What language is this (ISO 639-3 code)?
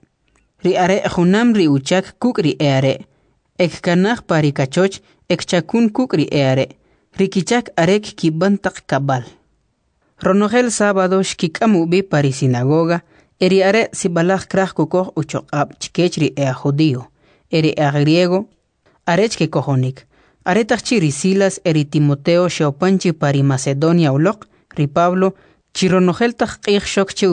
quc